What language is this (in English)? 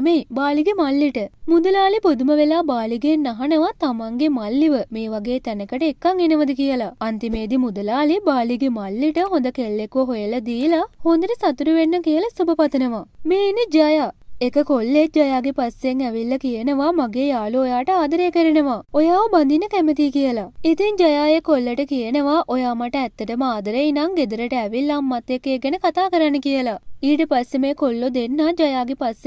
Sinhala